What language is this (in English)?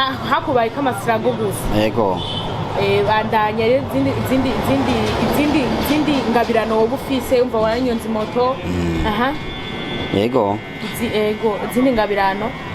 Rundi